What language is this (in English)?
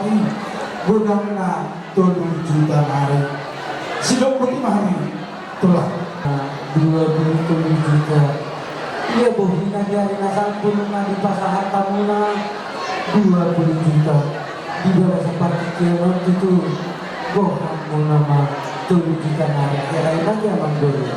Batak Toba